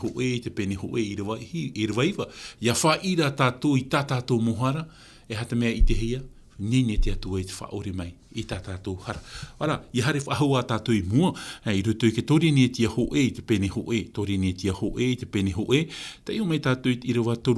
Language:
Tahitian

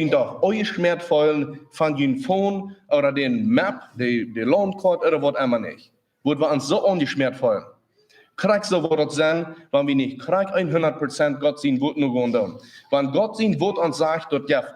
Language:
Plautdietsch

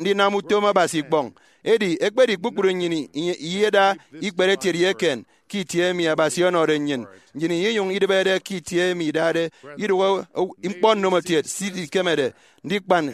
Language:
Efik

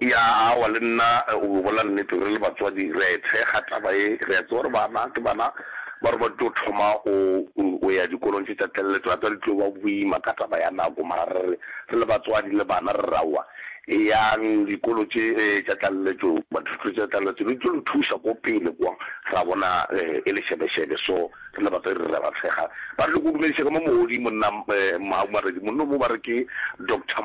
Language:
Northern Sotho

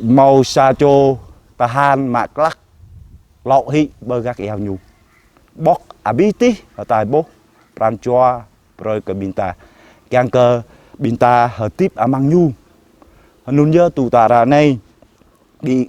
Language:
Jarai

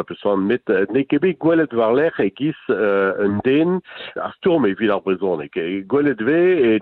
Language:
Breton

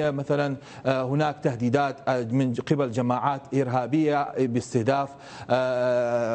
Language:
Mesopotamian Arabic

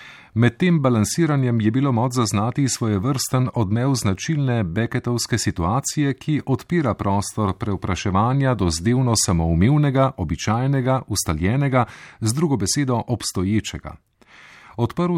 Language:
Slovenian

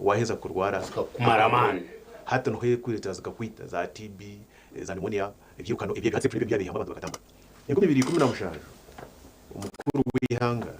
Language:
Nyankole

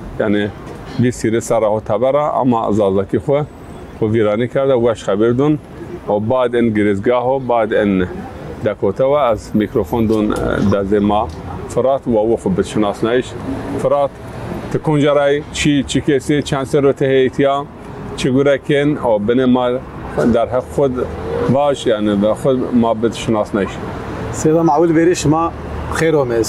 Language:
Zaza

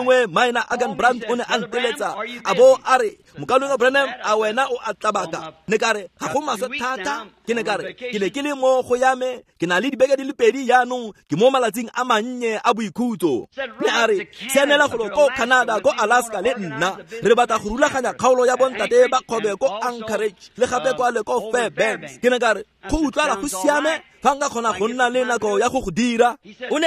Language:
Tswana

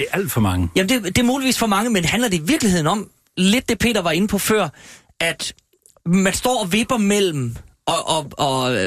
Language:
Danish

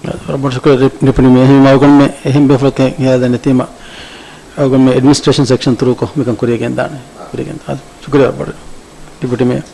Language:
Divehi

